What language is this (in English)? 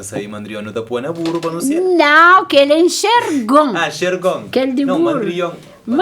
Kabuverdianu